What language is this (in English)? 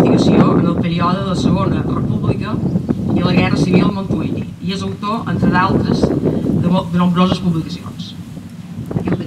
Catalan